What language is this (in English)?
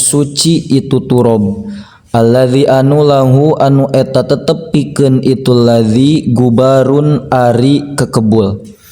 Sundanese